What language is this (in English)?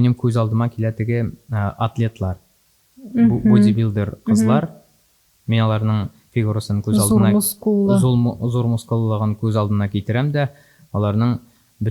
Tatar